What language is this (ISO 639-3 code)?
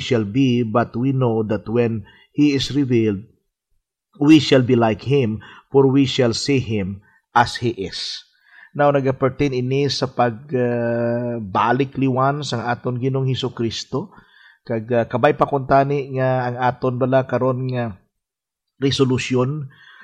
hil